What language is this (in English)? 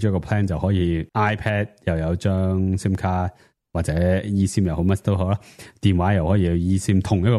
Cantonese